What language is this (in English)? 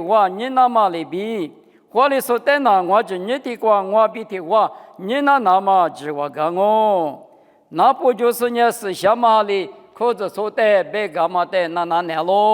Lisu